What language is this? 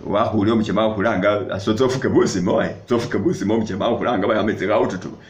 Masaaba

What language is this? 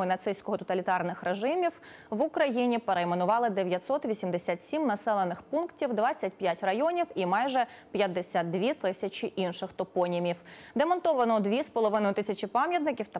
Ukrainian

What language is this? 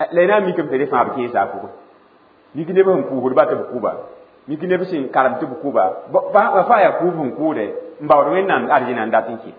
Mossi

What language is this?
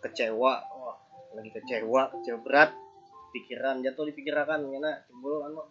Banjar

